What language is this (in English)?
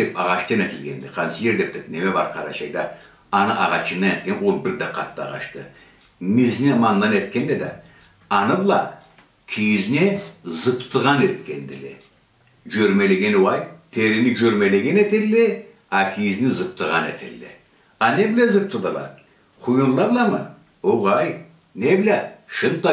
Karachay-Balkar